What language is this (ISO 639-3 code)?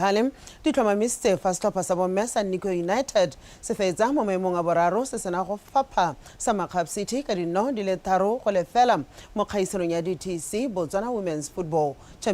tsn